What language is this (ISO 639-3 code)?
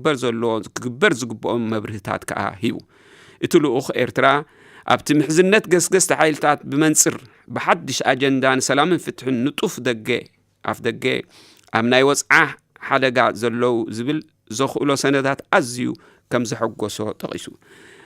tir